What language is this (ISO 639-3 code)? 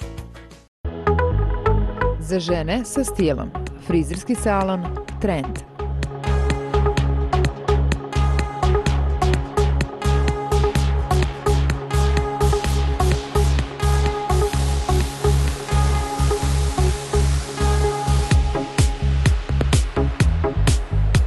srp